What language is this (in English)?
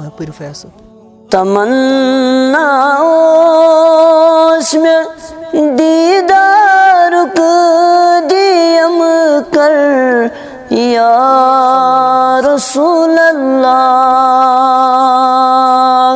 Kashmiri